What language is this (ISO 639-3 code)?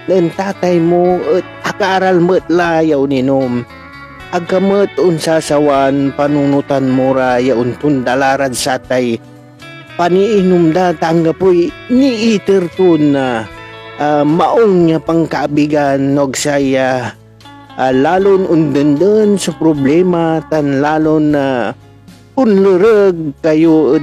pag